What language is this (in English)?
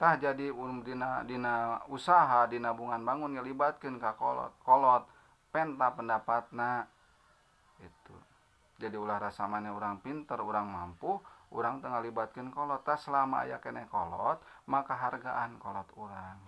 Sundanese